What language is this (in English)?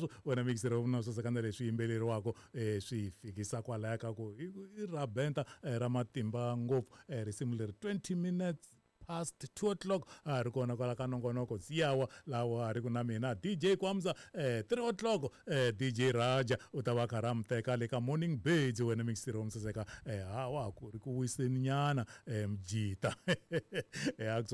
Tsonga